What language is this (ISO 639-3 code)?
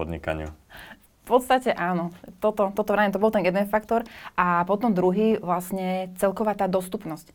slk